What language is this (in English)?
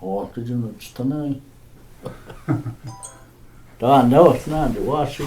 Cherokee